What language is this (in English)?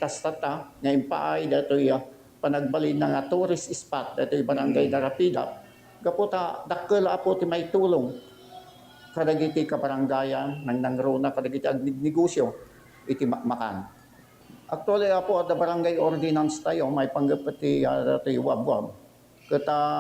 Iloko